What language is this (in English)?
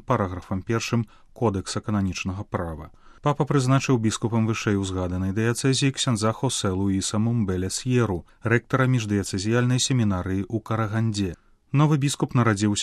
Belarusian